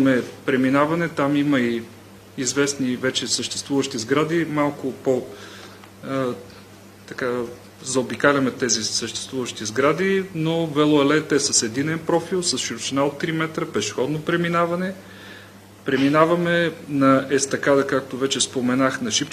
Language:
Bulgarian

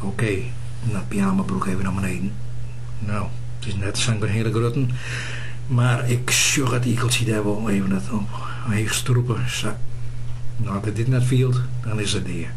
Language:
Western Frisian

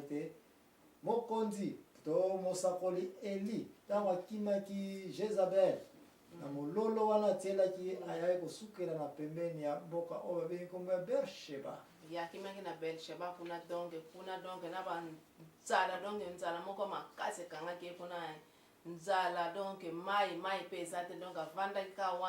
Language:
Lingala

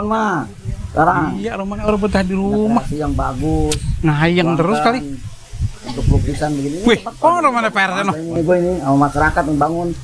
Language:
Betawi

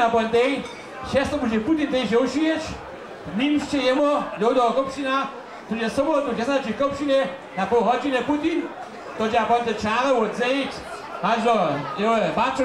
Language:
Upper Sorbian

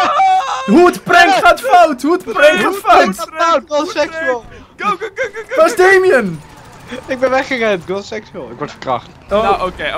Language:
Dutch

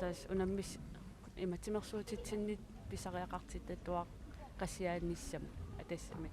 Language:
Kalaallisut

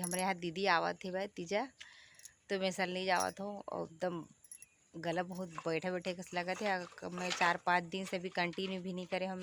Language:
Chhattisgarhi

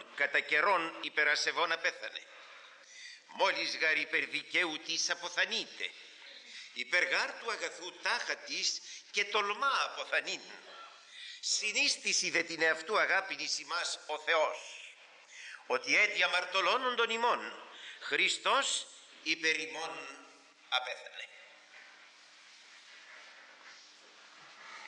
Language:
Greek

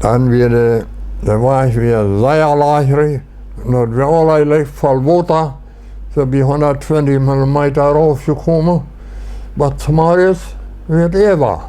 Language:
Plautdietsch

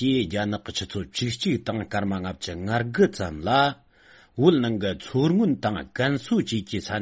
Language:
Tibetan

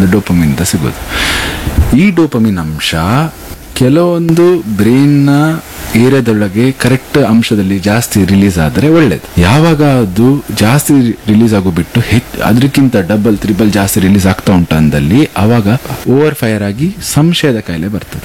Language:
Kannada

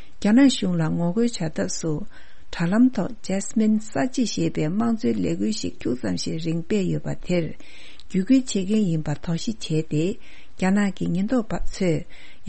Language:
Tibetan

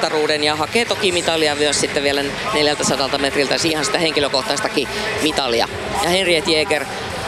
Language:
Finnish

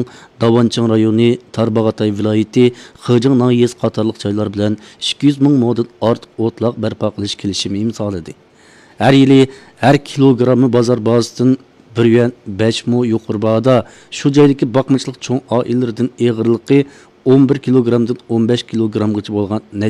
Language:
Uyghur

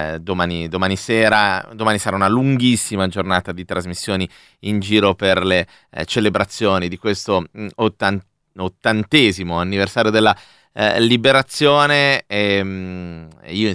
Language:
Italian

